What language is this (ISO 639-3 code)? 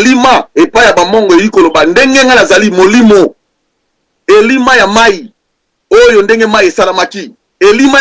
lin